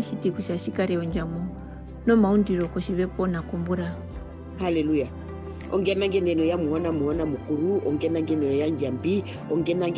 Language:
Herero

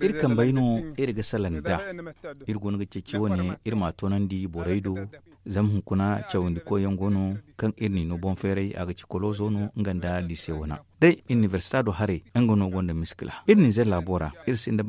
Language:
Zarma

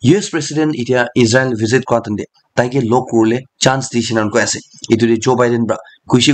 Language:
Naga Pidgin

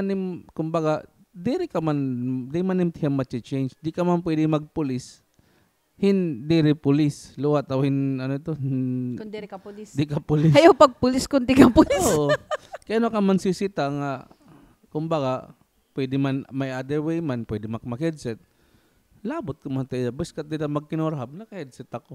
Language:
Waray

